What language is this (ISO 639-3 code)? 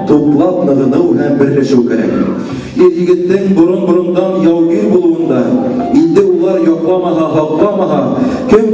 bak